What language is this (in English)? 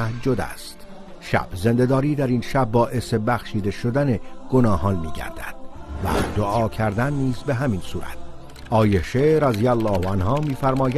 Tajik